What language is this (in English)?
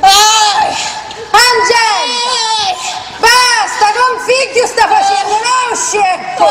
Sicilian